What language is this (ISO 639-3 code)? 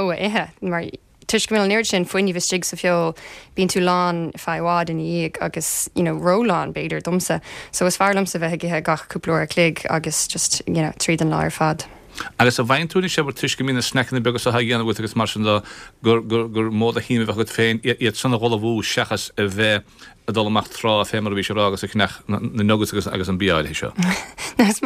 gle